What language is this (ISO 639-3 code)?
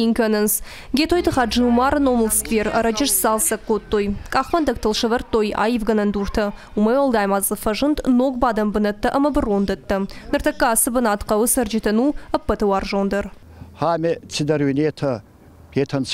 oss